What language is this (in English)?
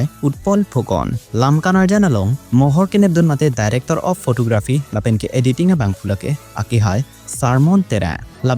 Karbi